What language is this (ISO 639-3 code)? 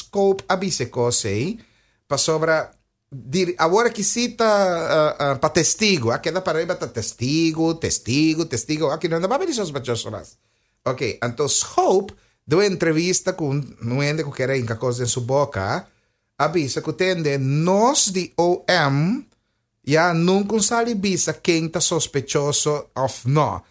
pap